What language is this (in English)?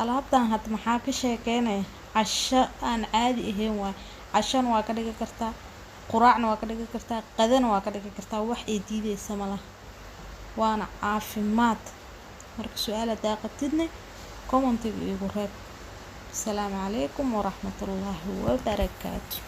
Somali